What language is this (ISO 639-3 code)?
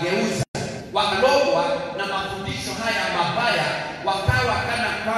swa